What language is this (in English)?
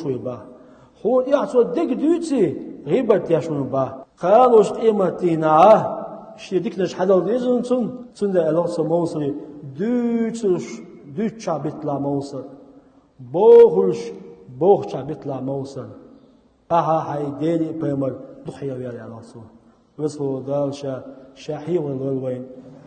Chechen